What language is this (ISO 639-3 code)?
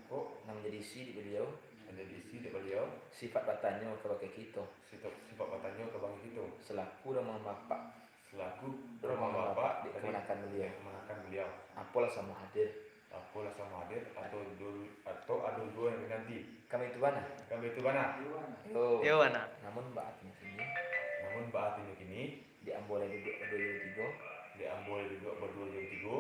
min